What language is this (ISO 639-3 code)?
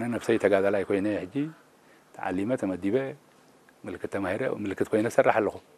tir